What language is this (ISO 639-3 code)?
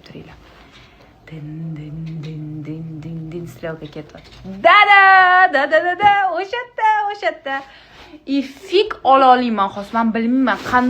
uzb